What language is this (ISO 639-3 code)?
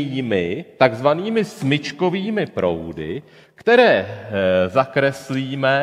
ces